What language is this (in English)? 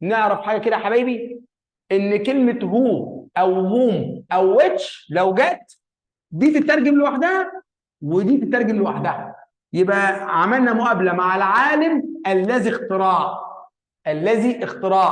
Egyptian Arabic